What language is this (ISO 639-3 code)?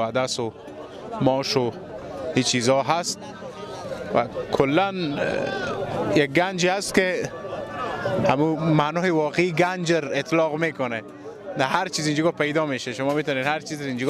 fas